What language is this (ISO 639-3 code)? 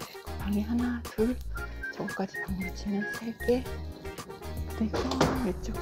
kor